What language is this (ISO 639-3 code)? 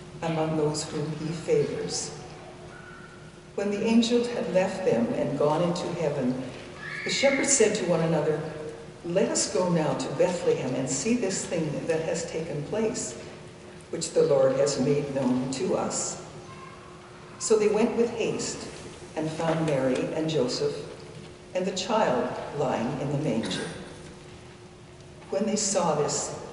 eng